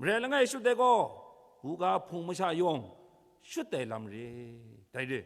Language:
Kachin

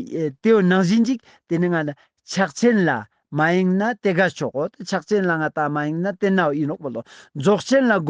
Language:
Ladakhi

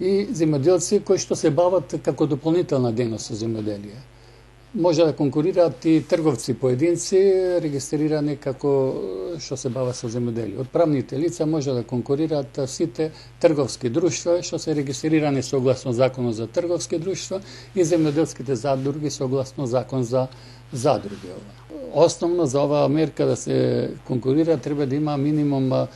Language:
Macedonian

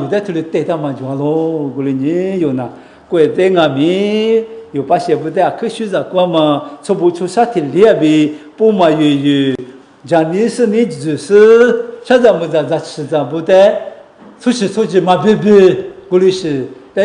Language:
Lisu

